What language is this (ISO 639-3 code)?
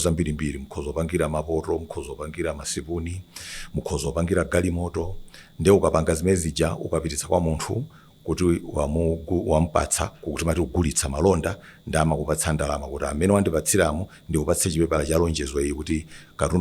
nya